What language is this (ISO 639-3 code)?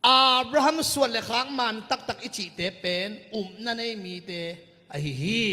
ctd